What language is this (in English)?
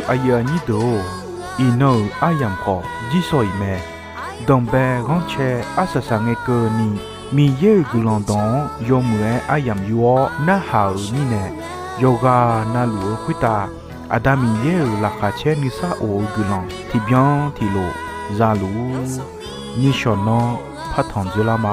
Akha